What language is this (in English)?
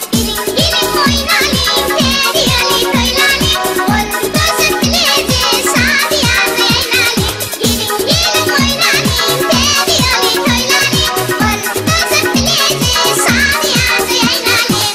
Turkmen